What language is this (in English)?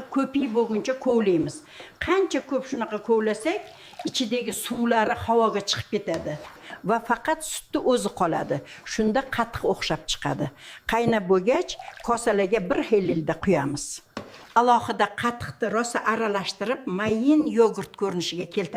Uzbek